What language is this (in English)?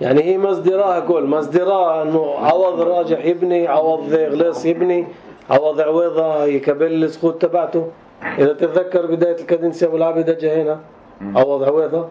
North Levantine Arabic